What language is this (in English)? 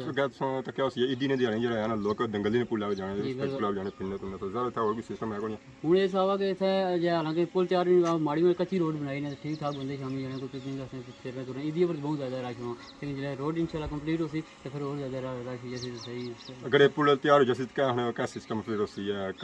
Pahari-Potwari